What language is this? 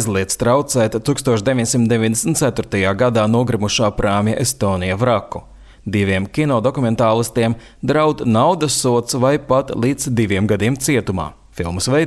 Latvian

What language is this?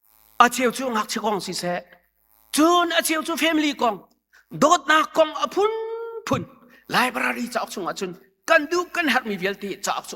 Hakha Chin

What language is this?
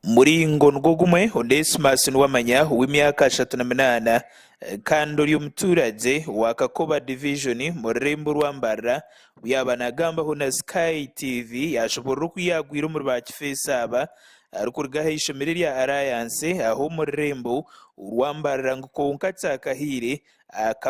Nyankole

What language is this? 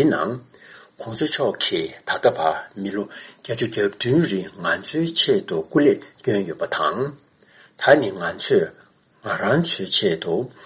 Tibetan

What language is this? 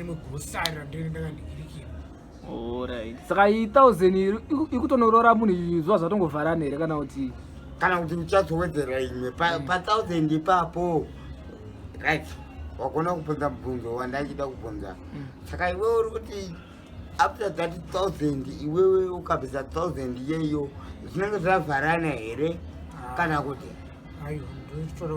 Shona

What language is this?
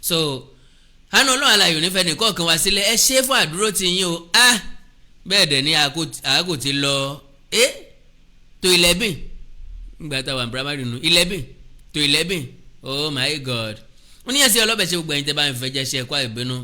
Yoruba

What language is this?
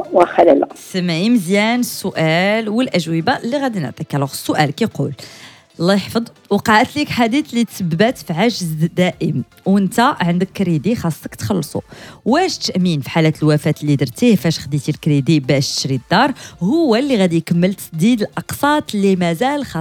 Moroccan Arabic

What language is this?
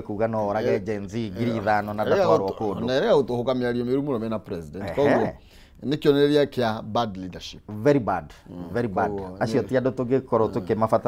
Kikuyu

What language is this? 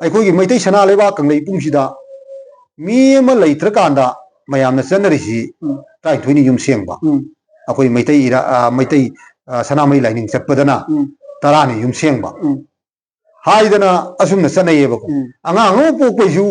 Manipuri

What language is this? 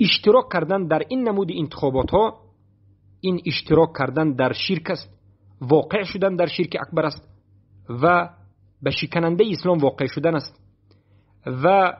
Persian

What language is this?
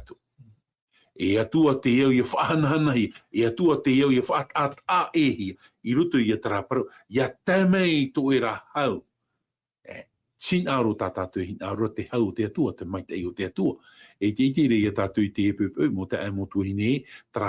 Tahitian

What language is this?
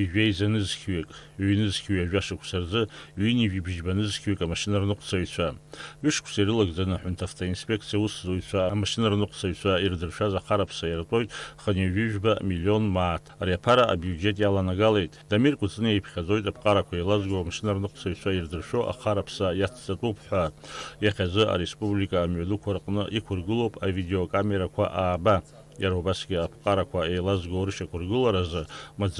Abkhazian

